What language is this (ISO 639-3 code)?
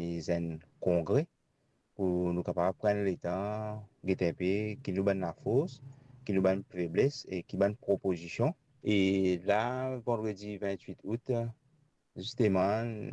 mfe